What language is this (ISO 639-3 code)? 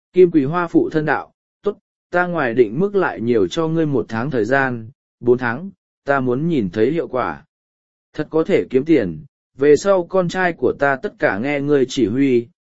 vie